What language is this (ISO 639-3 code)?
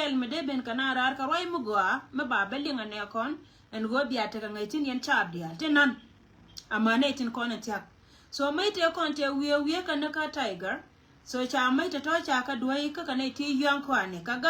nus